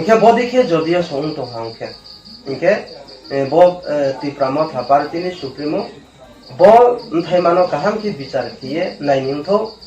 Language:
Riang (India)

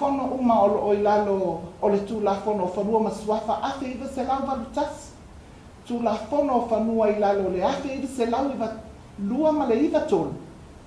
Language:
Samoan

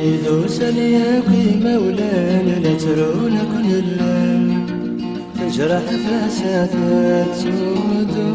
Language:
Kabyle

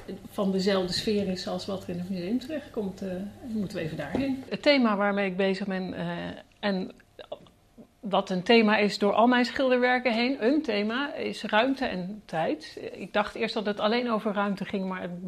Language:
Dutch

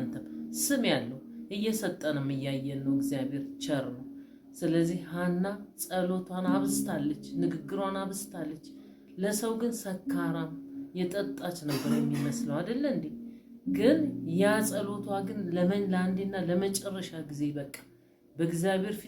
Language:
Amharic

